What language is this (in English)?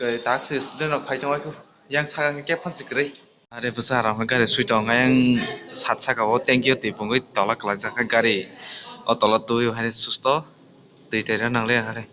Kok Borok